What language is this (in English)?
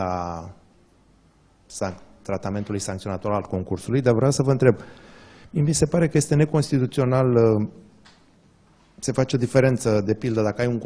Romanian